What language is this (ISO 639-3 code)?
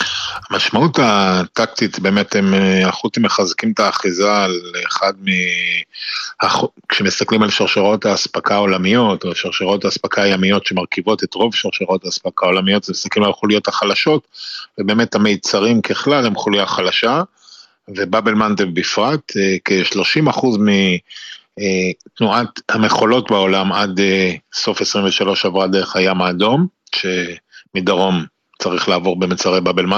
heb